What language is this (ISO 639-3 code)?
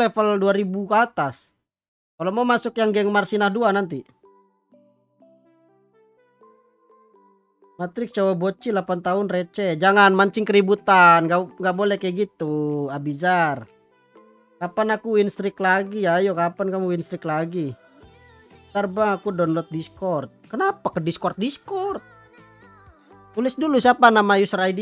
ind